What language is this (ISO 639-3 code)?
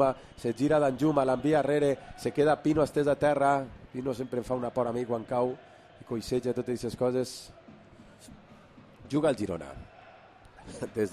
cat